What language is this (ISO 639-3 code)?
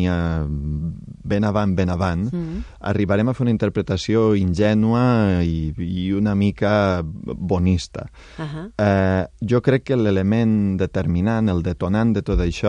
cat